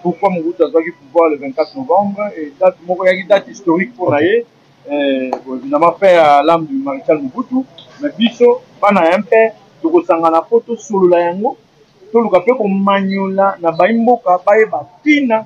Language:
Lingala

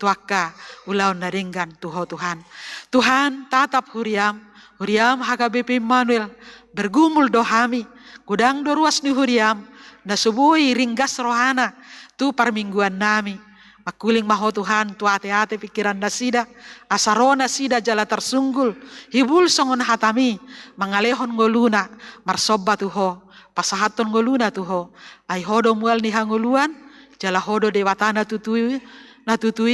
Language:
Batak Toba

